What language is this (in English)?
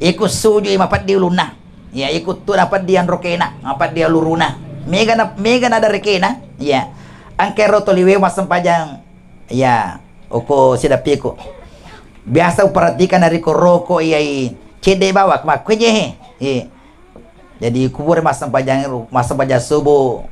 Buginese